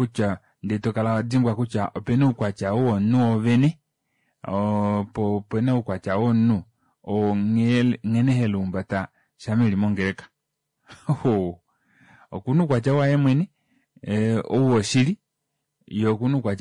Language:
Kuanyama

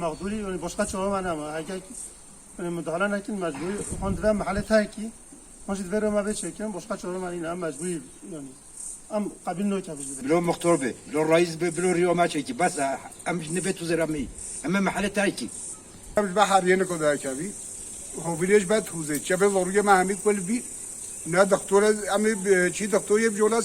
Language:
Kurdish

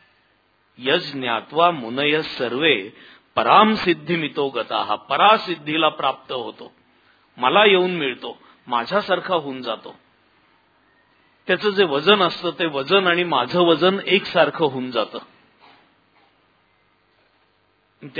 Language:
Marathi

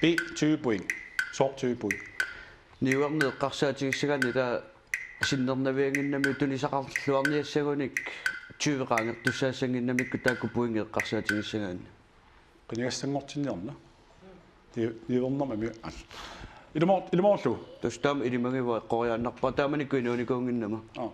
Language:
Kalaallisut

